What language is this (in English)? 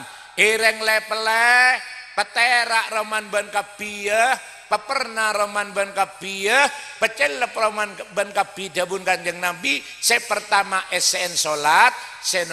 Madurese